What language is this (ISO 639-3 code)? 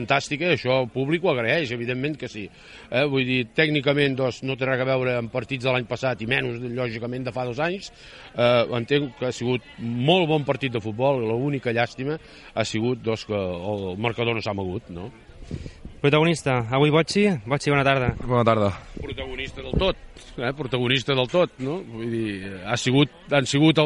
cat